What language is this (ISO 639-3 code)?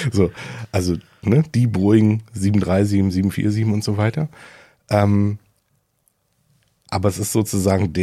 deu